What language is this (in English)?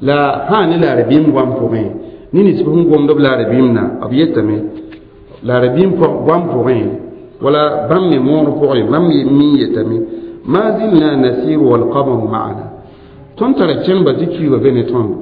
Mossi